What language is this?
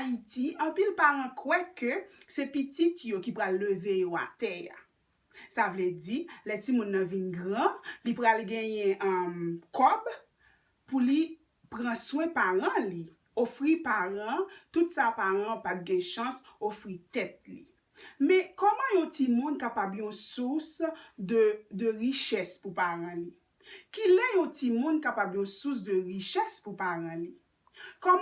Haitian Creole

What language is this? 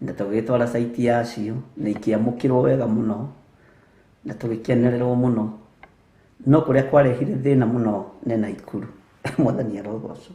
Kikuyu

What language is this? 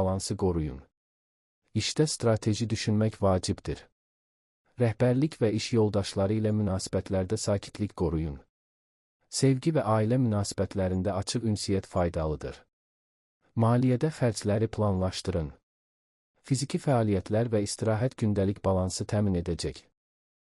Azerbaijani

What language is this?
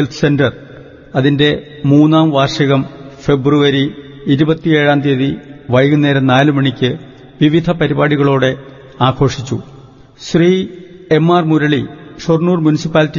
Malayalam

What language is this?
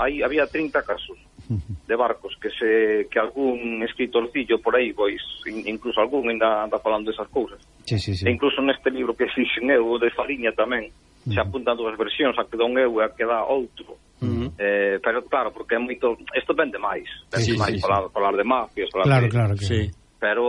Galician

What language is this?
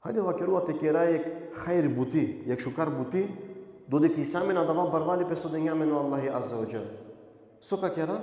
Balkan Romani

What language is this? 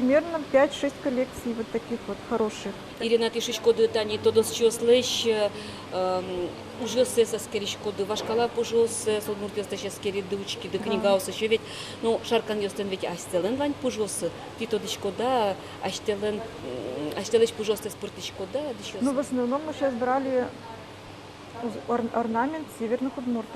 Udmurt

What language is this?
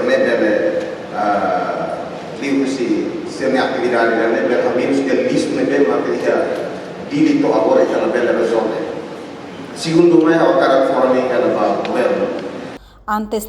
Tetum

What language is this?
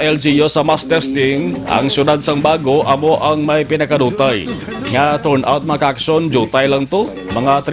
Hiligaynon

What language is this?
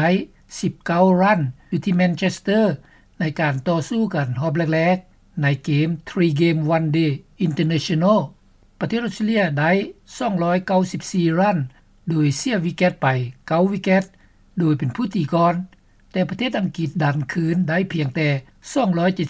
Lao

